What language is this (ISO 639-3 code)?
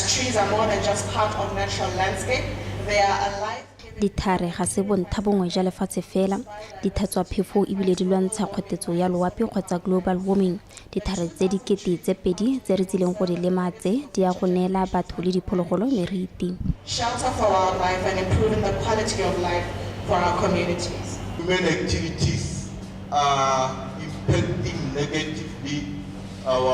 tsn